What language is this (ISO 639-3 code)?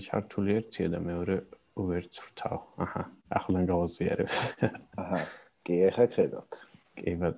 kat